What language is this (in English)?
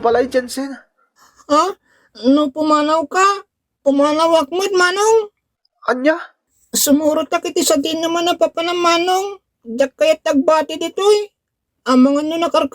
Iloko